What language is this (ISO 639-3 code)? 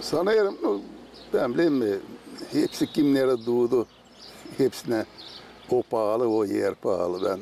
gag